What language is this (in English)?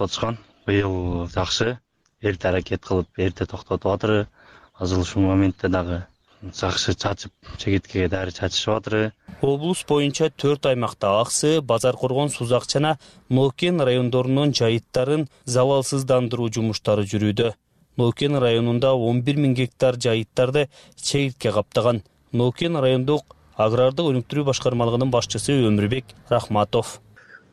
Kyrgyz